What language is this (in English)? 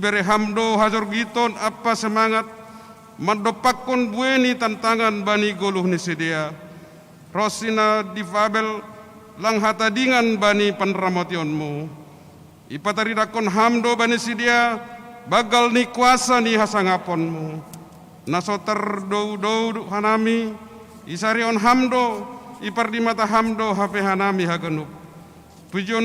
Batak Simalungun